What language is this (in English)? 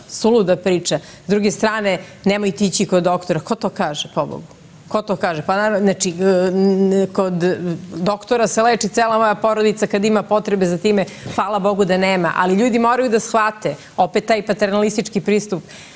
Serbian